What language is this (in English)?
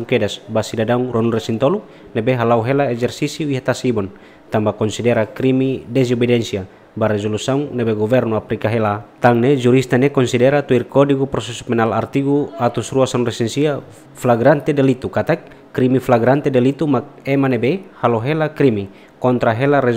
Tetum